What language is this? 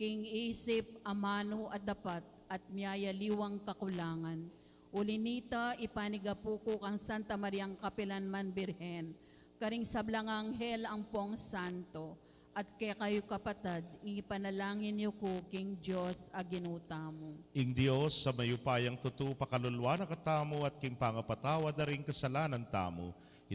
Pampanga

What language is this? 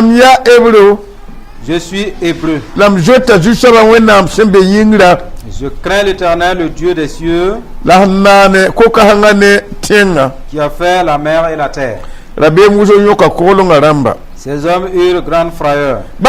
Mossi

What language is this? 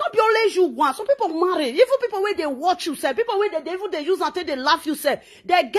Nigerian Pidgin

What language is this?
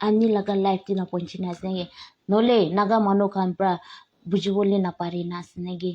Naga Pidgin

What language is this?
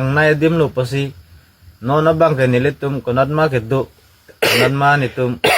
Karbi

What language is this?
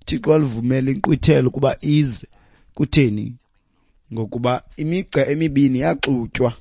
Xhosa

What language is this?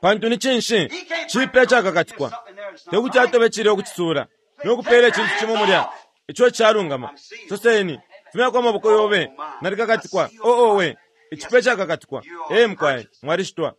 Bemba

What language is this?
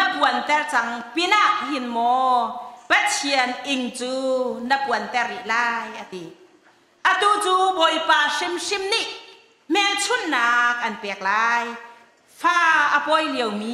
Hakha Chin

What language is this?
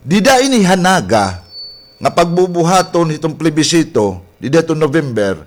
Waray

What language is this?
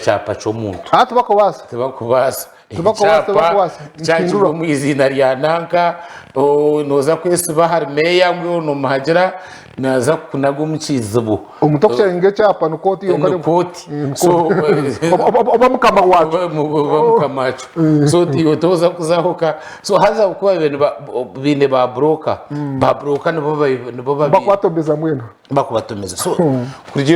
Nyankole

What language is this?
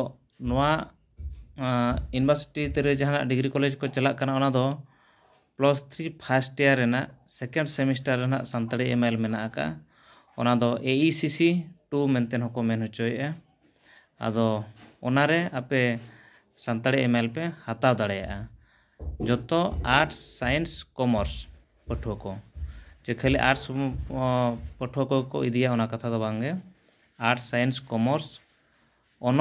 Santali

